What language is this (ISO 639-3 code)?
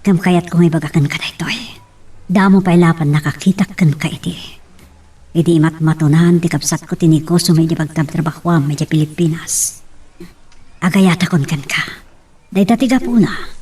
ilo